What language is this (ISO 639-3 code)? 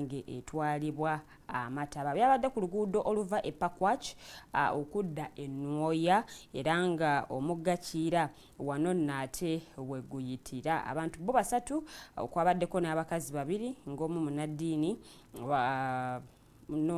lug